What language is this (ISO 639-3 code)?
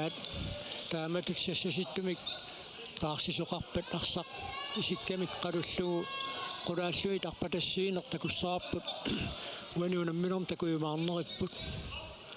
kal